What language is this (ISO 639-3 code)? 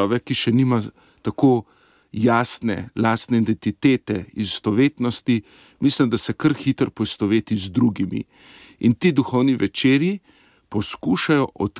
slv